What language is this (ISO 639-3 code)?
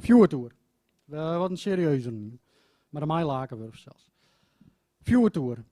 fry